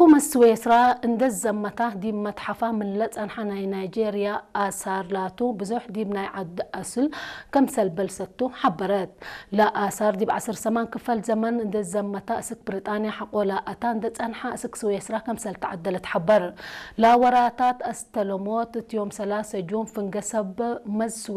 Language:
Tigre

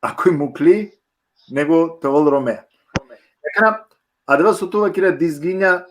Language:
Balkan Romani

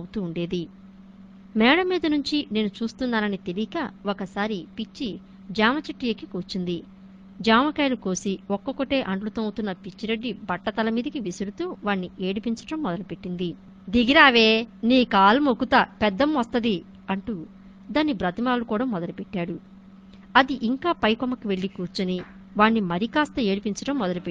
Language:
Telugu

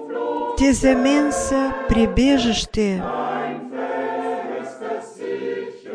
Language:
Bulgarian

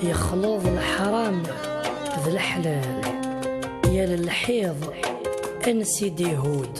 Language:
Kabyle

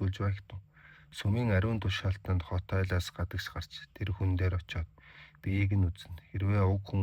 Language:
Mongolian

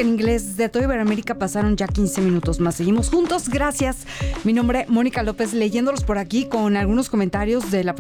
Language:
Spanish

